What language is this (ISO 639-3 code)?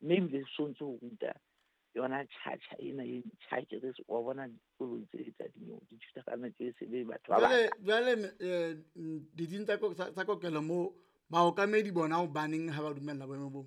sot